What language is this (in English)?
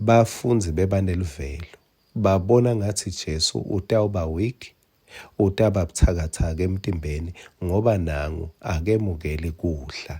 Swati